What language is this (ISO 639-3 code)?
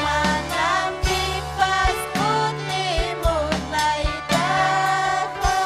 quy